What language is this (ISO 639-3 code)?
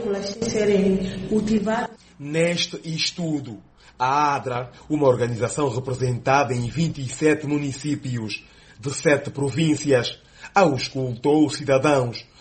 por